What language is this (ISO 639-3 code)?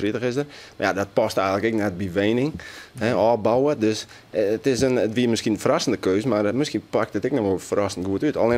fry